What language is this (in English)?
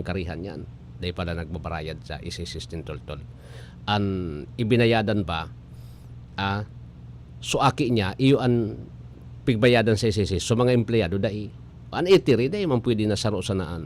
Bikol